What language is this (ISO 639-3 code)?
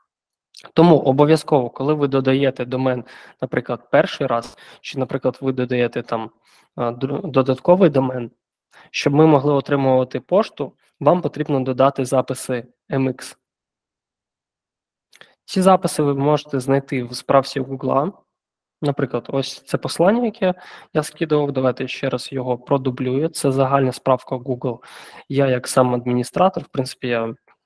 ukr